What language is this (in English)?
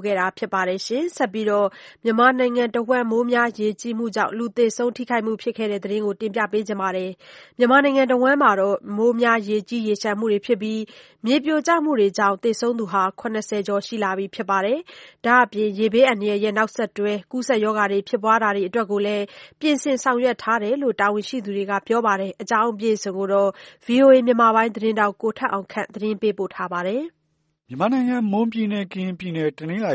Burmese